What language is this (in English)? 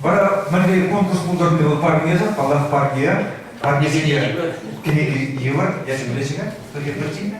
Chuvash